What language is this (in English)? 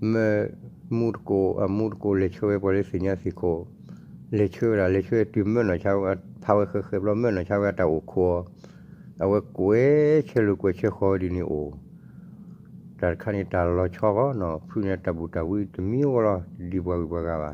S'gaw Karen